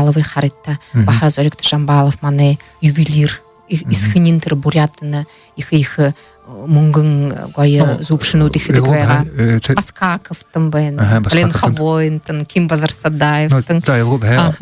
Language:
Buriat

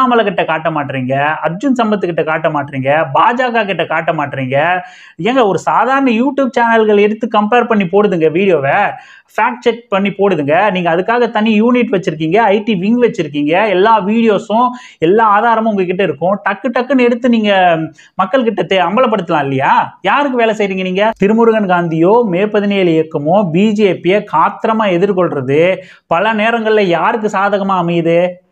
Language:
Tamil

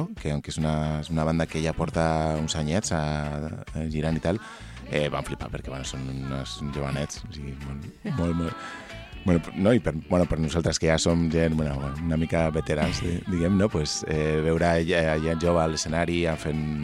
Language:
Catalan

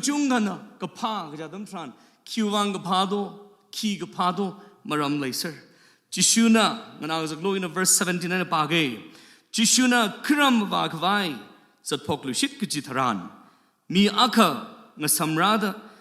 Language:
Tangkhul Naga (India)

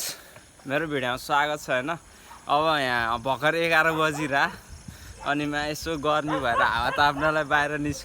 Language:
Nepali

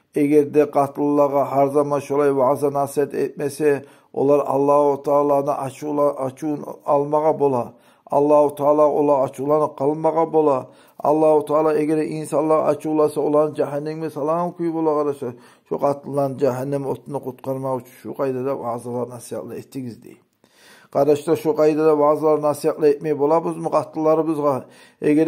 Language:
Kumyk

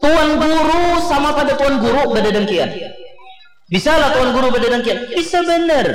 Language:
Banjar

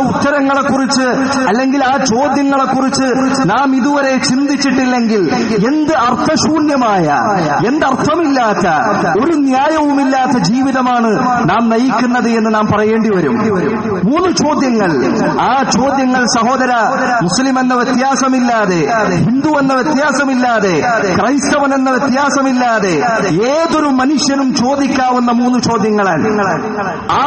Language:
Malayalam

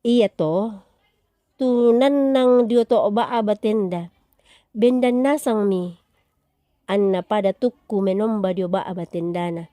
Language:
Toraja-Sa'dan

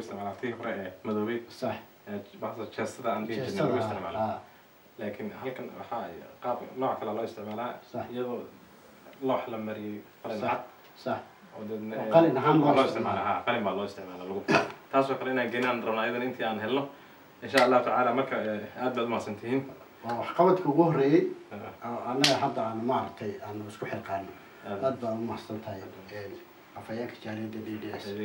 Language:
Somali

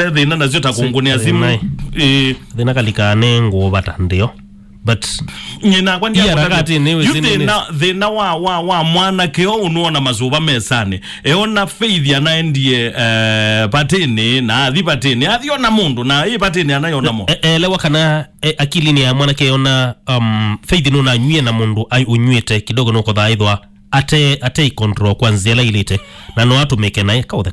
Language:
Kamba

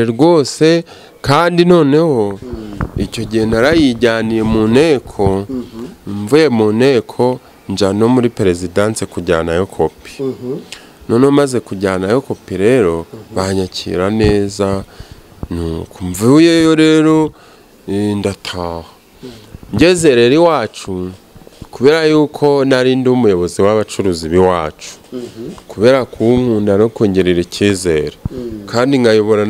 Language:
Kinyarwanda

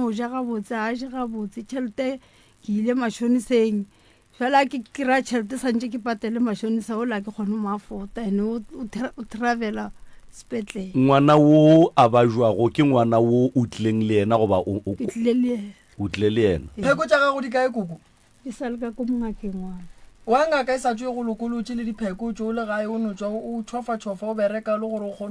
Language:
Northern Sotho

